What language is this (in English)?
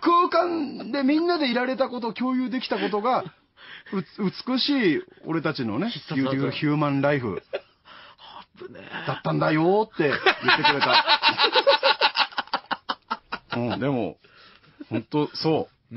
Japanese